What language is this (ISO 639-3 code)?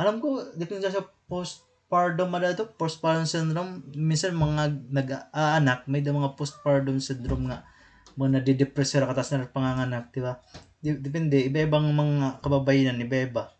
war